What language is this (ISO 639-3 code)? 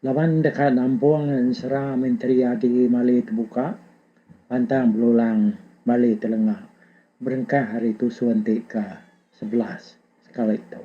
iba